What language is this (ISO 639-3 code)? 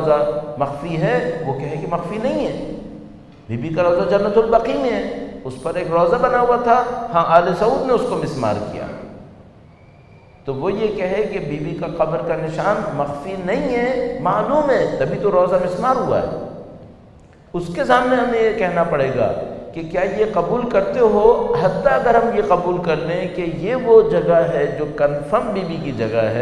urd